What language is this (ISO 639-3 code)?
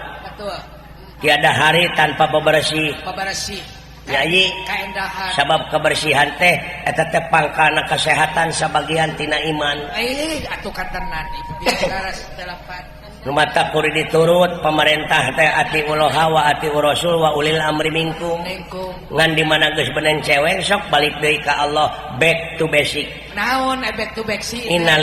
sun